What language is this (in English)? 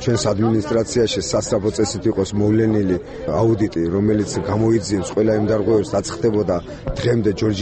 Georgian